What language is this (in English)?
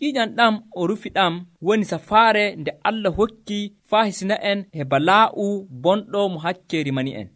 Nigerian Fulfulde